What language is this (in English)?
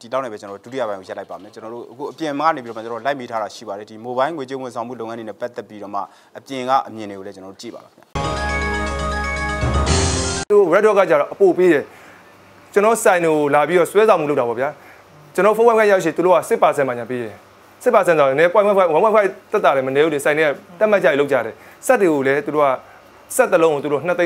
Burmese